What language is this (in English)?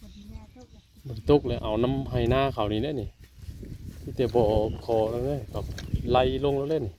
Northeastern Thai